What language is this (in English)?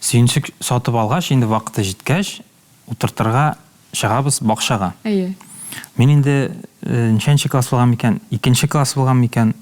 Tatar